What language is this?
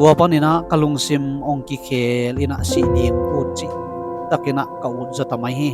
Tedim Chin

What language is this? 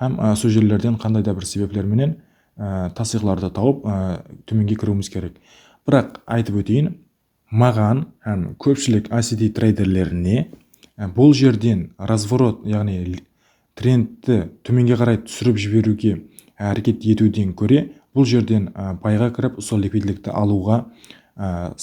Kara-Kalpak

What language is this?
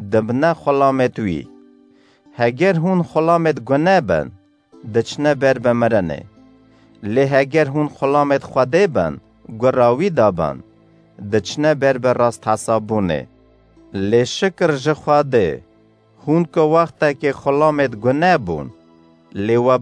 Kurdish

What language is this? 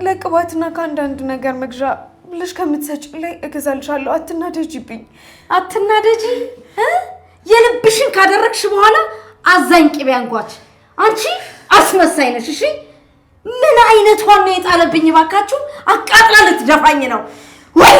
Amharic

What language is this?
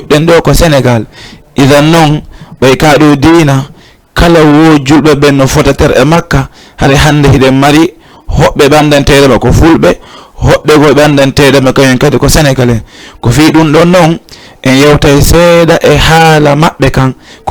Fula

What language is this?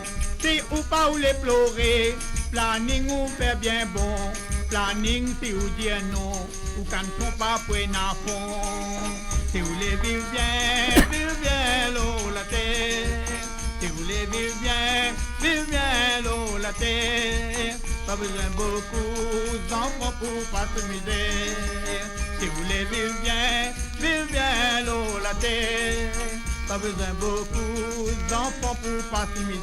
Morisyen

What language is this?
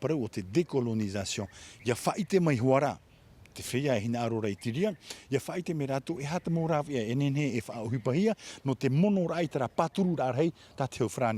Tahitian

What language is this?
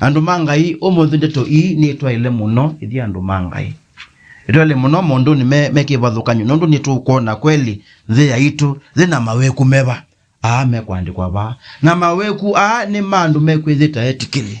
Kamba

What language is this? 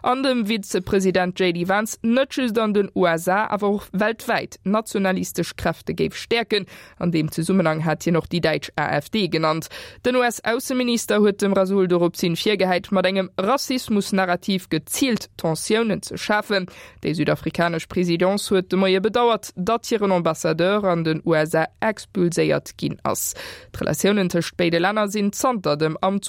Luxembourgish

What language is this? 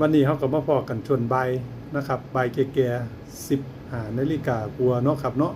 Northeastern Thai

